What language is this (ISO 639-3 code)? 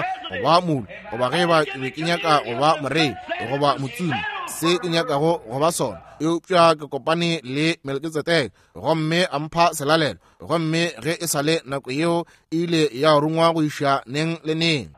nso